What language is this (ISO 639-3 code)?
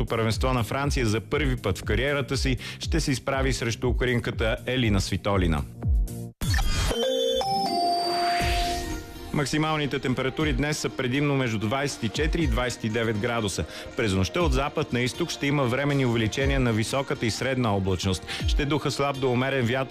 bul